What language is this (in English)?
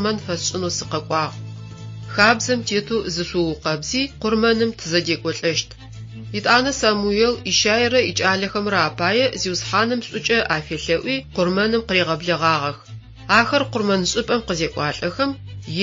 Adyghe